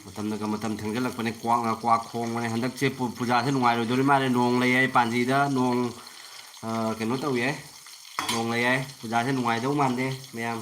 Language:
Manipuri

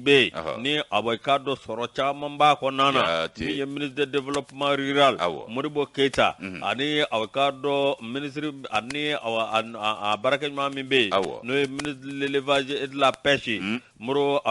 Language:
Bambara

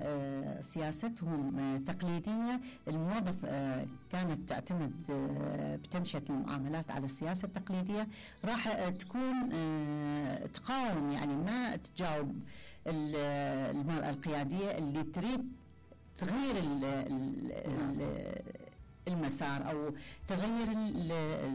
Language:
Mesopotamian Arabic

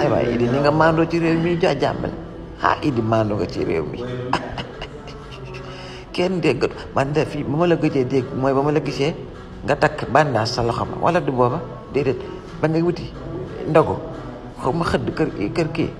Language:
Wolof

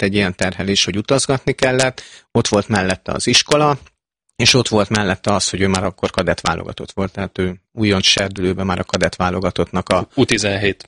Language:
Hungarian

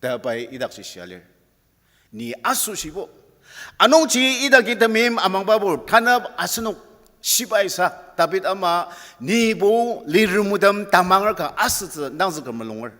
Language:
Ao Naga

